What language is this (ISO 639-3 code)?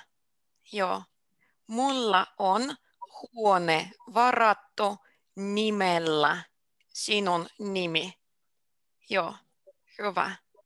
fin